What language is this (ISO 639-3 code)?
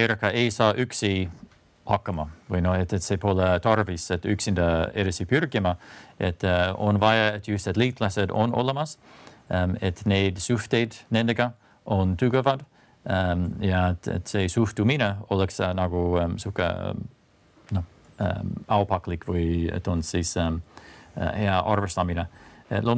est